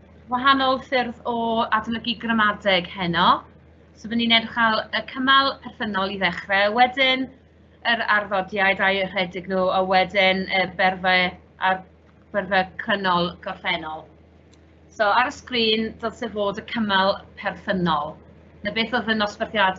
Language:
Welsh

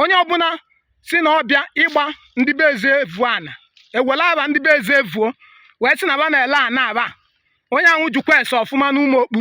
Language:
Igbo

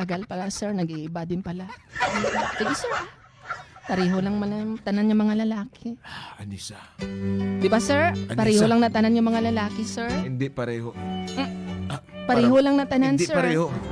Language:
Hiligaynon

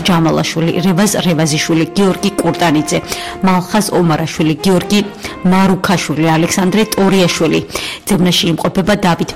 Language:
Georgian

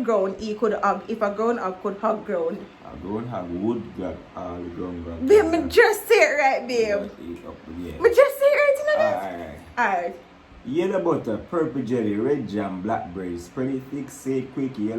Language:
Jamaican Creole English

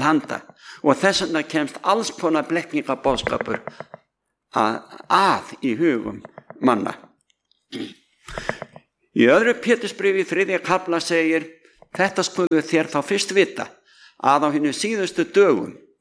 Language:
Icelandic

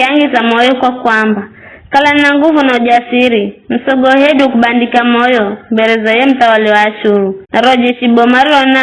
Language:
Giryama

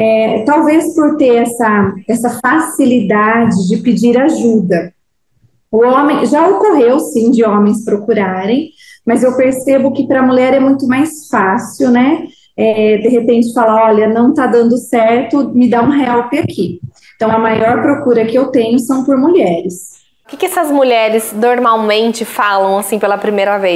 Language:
Portuguese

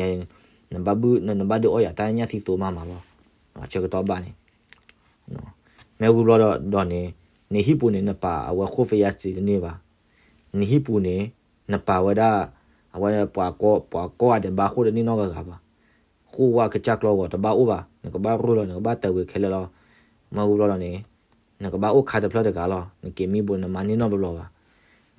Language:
S'gaw Karen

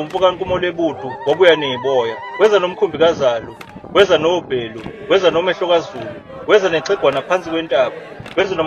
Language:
Zulu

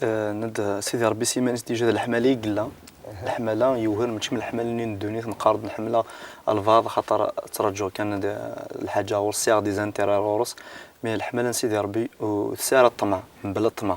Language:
Kabyle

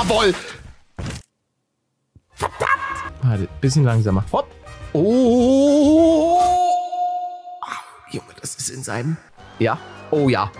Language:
German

